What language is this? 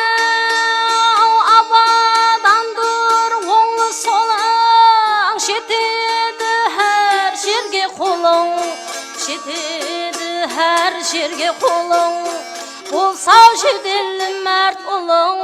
Kara-Kalpak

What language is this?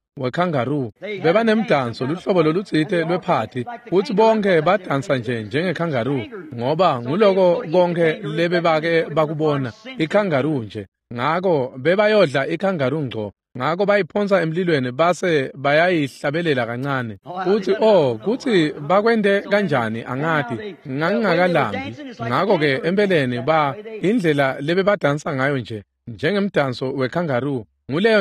Swati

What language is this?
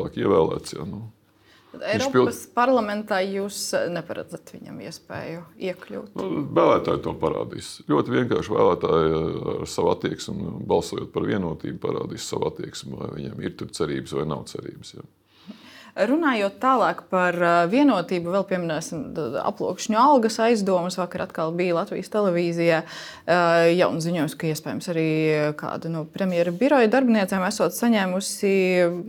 Latvian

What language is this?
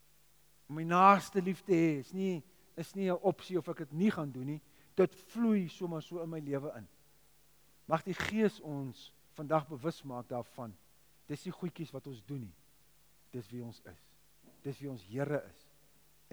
Afrikaans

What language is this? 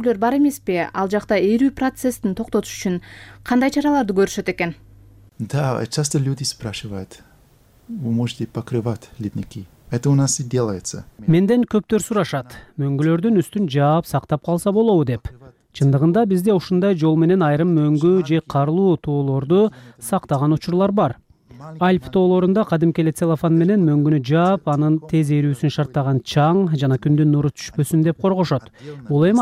Kyrgyz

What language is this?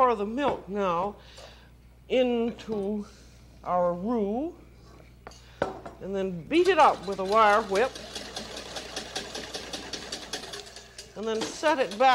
English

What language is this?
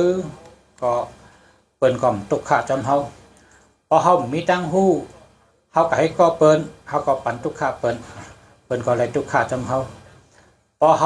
Shan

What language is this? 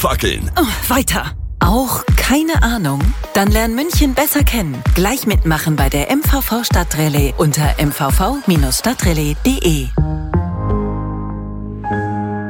German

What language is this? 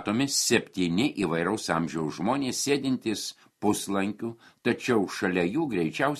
Lithuanian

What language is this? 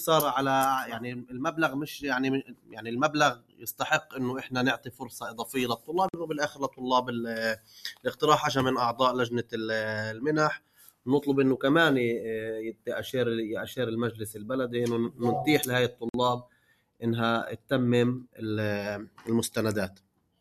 North Levantine Arabic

